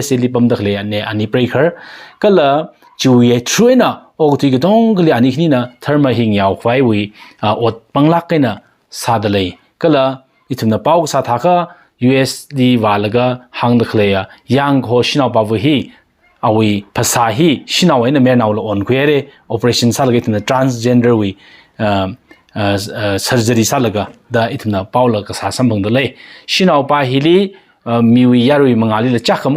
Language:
Tangkhul Naga (India)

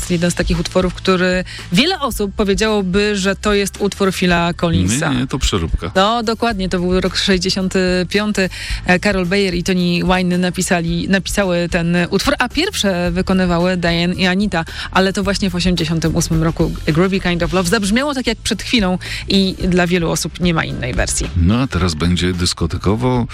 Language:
Polish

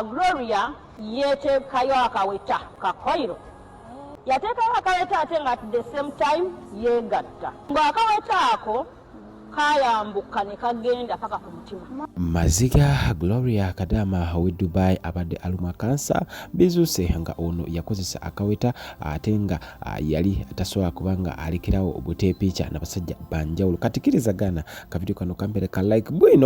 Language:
Ganda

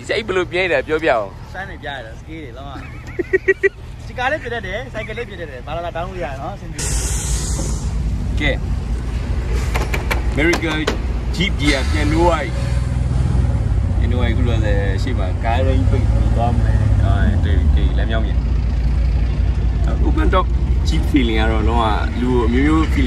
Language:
Burmese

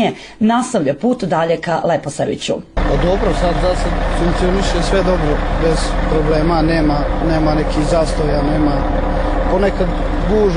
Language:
Serbian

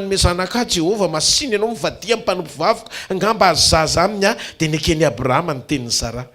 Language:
Malagasy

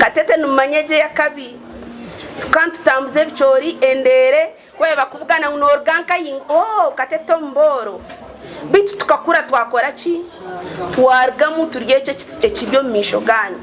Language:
Nyankole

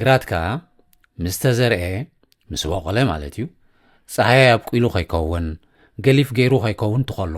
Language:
Tigrinya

